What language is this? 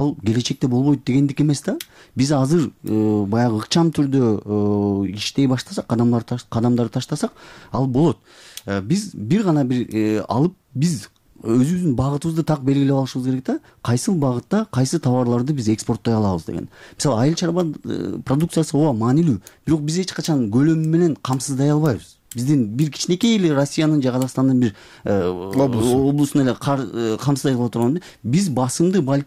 Kyrgyz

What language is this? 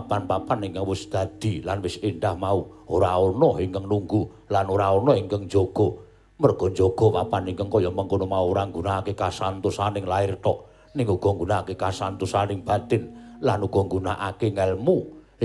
Javanese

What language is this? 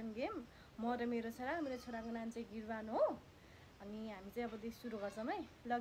Nepali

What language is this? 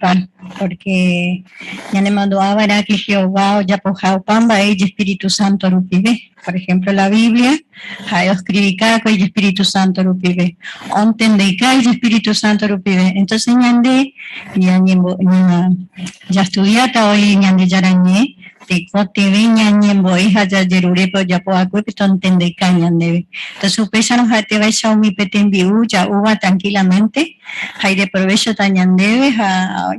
Guarani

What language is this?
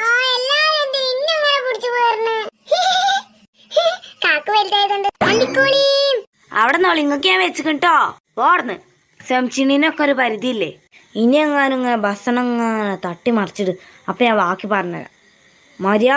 Malayalam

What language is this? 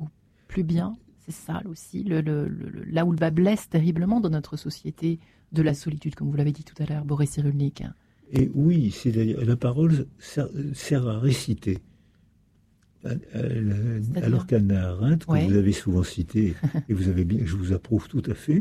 French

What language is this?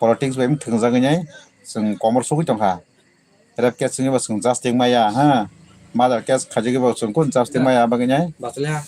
Kok Borok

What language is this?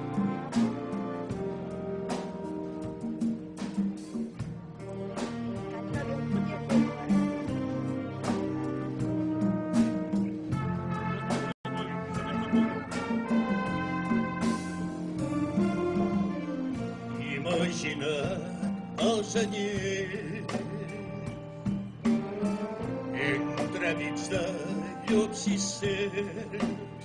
Catalan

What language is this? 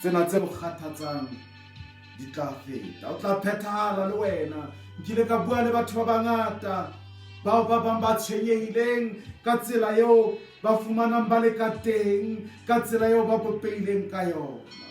Southern Sotho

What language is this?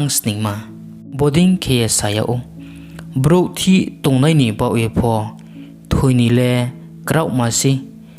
Riang (India)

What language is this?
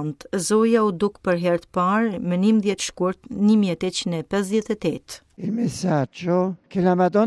Albanian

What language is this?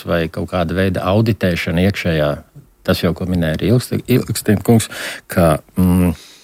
Latvian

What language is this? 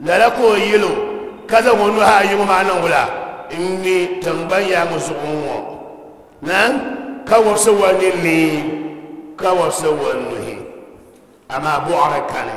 Dagbani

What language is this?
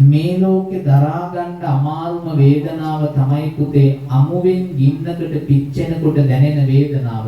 Sinhala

